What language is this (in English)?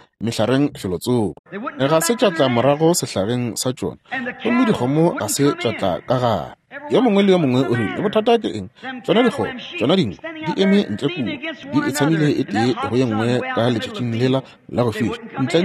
Northern Sotho